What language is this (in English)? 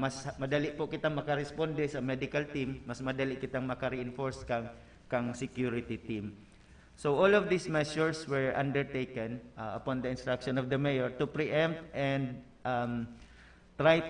Bikol